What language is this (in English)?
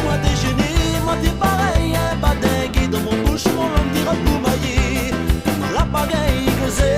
Réunion Creole French